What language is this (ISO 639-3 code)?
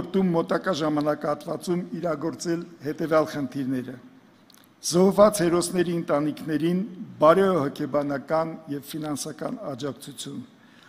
hye